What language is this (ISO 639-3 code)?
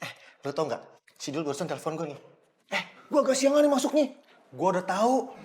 bew